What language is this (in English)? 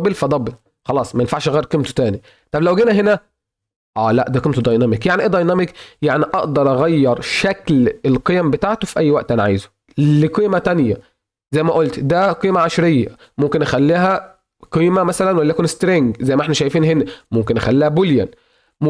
Egyptian Arabic